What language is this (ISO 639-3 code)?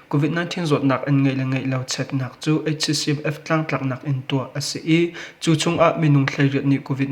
cnh